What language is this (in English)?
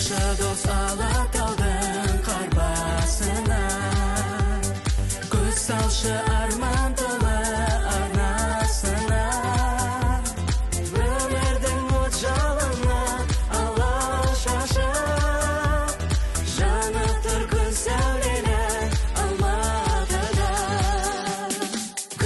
Kazakh